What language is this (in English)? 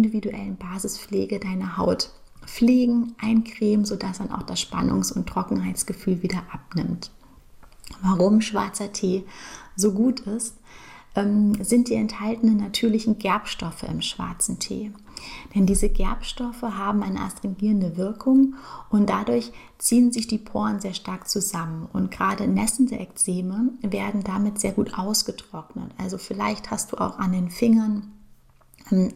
German